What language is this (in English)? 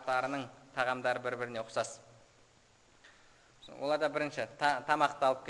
Kazakh